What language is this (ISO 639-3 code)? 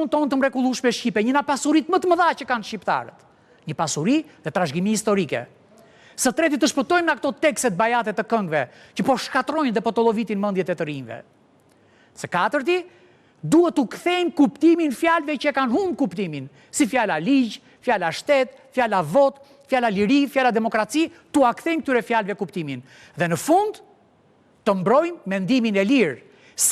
sqi